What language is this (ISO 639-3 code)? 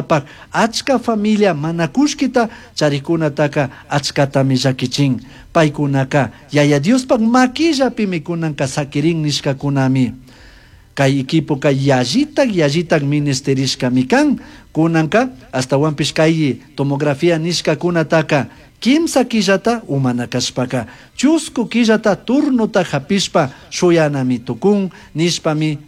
qug